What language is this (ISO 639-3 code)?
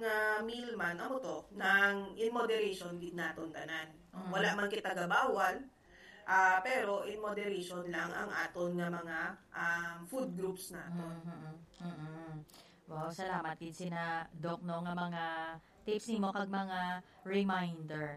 hil